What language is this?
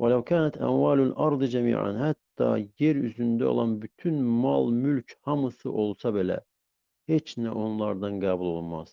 Azerbaijani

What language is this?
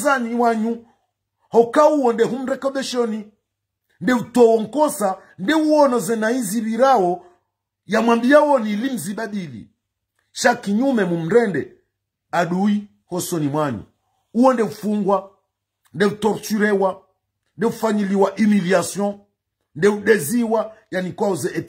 Ngazidja Comorian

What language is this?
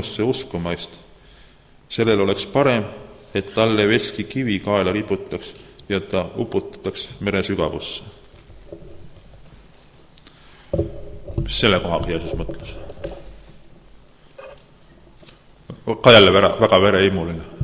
Estonian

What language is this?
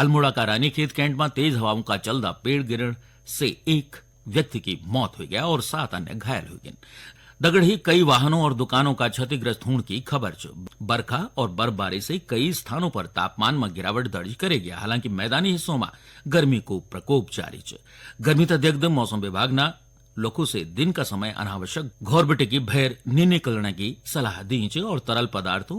Garhwali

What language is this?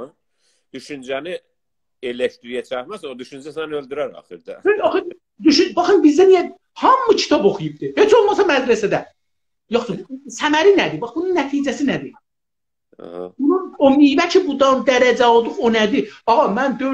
South Azerbaijani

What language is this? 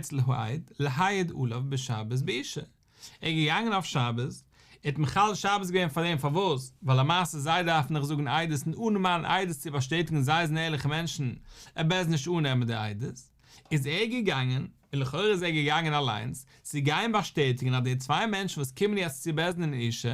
Yiddish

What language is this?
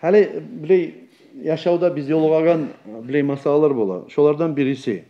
Kumyk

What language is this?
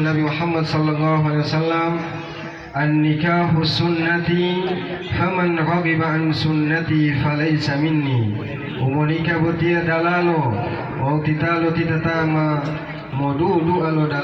Gorontalo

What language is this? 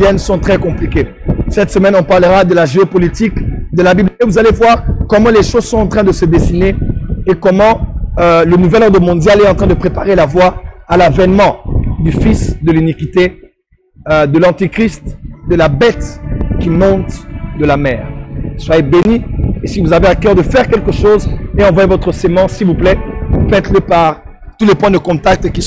French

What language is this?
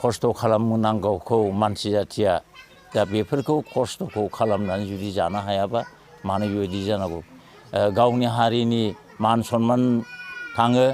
Bodo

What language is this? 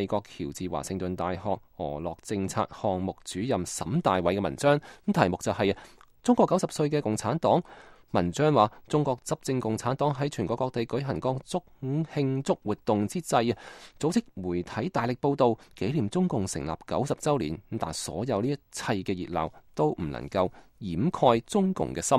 Cantonese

